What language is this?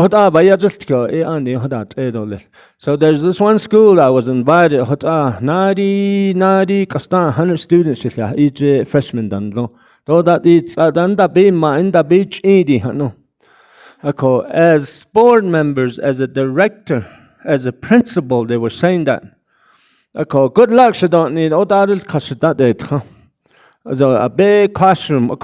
Navajo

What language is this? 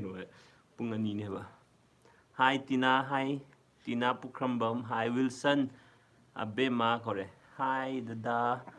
Manipuri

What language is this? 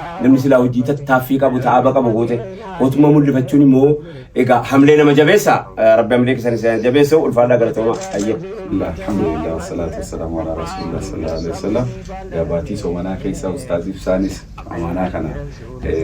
Oromo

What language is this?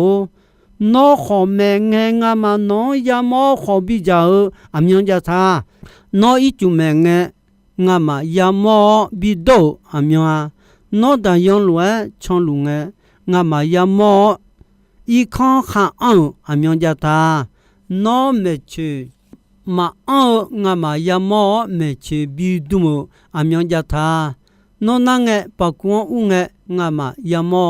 Akha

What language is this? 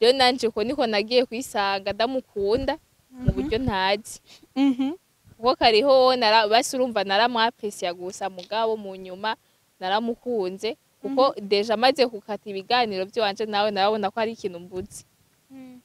Rundi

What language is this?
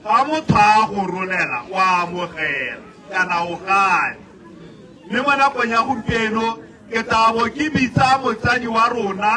Tswana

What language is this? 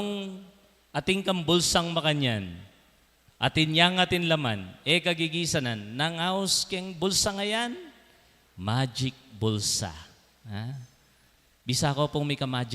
Pampanga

